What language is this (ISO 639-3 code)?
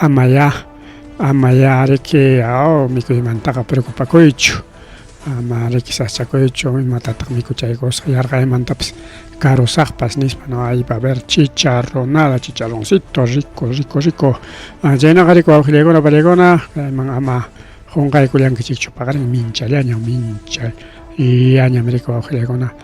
quy